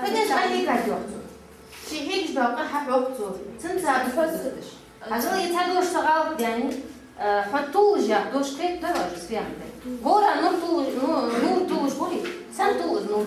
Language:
Ingush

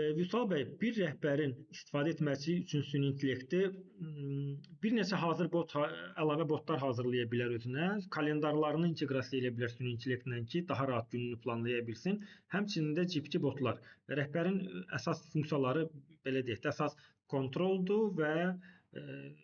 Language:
Azerbaijani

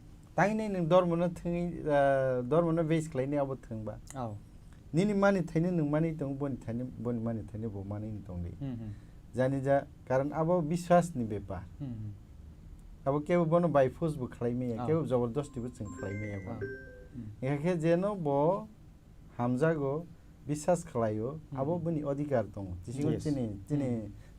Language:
Kok Borok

